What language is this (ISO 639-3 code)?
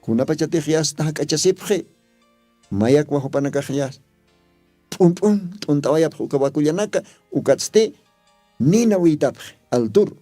aym